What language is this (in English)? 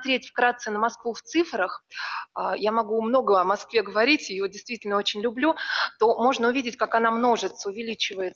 Russian